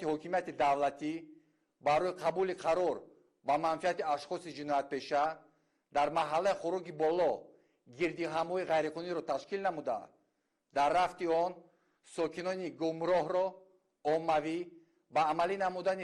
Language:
Tajik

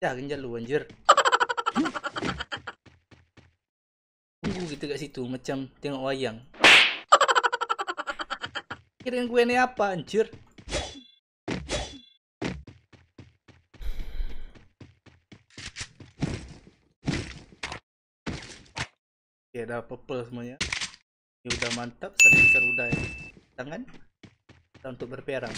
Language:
Malay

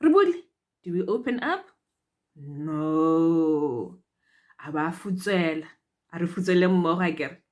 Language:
Tswana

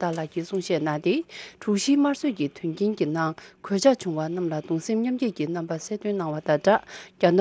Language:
Tibetan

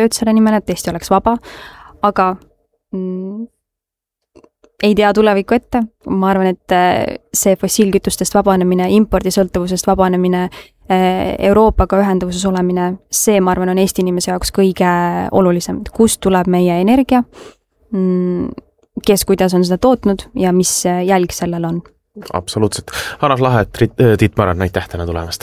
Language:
Estonian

